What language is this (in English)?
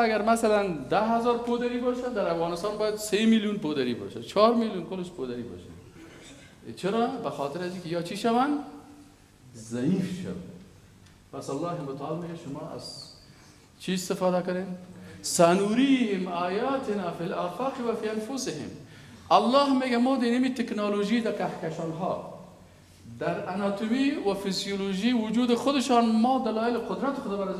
Persian